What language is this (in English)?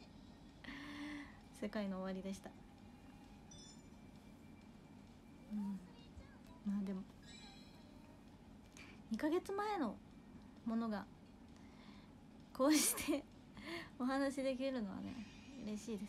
Japanese